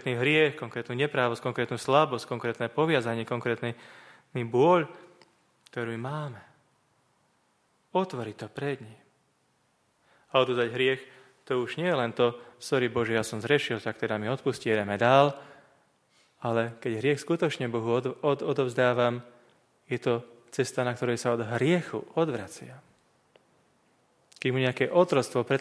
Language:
Slovak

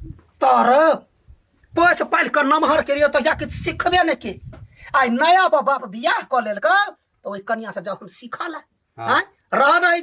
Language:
Maithili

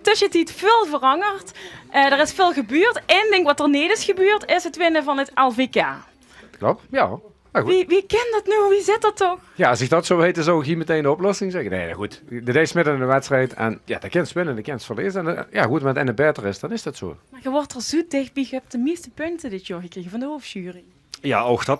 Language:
Limburgish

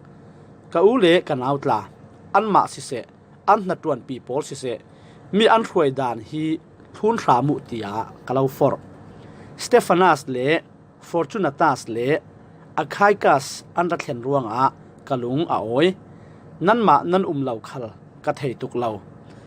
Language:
Falam Chin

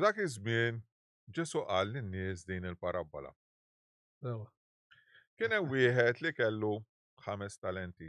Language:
Maltese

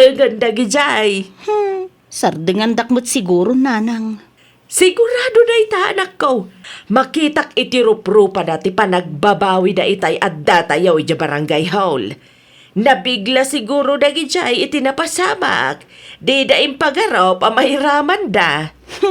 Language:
Iloko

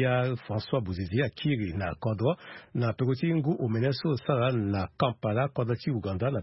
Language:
Sango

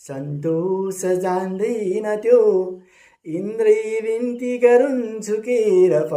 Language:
Nepali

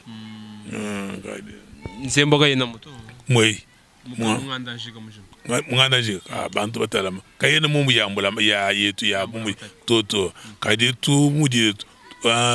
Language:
Luba-Lulua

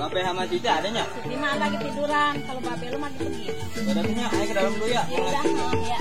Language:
Betawi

